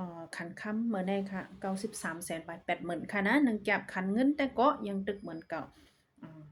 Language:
Shan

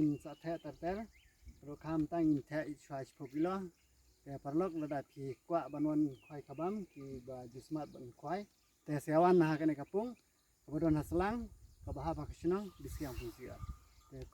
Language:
Khasi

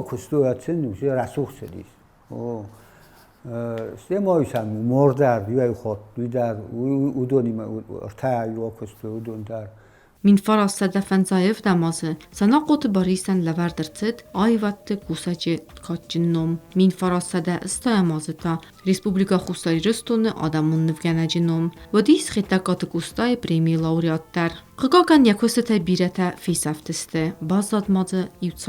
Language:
Ossetic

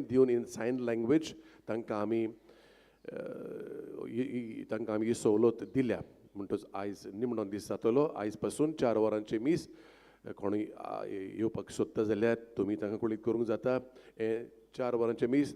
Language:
Konkani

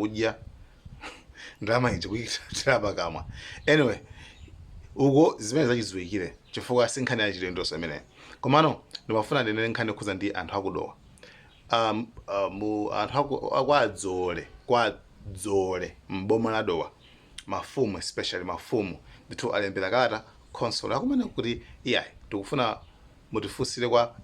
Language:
Nyanja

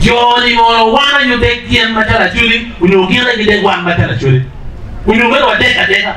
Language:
Acoli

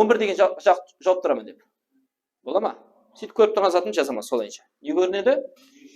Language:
Kara-Kalpak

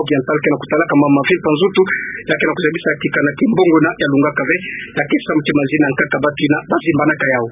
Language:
Kituba (Democratic Republic of Congo)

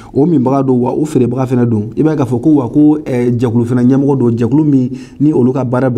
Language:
Bambara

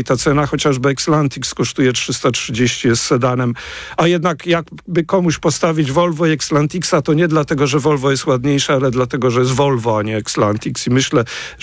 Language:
Polish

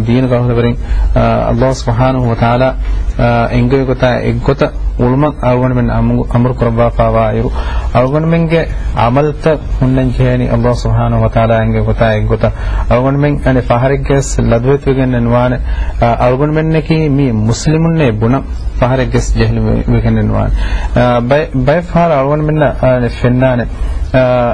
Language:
Divehi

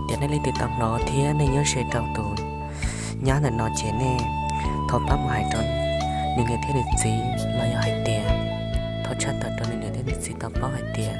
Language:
Hmong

